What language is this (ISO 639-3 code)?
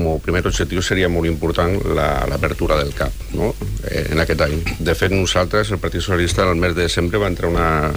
cat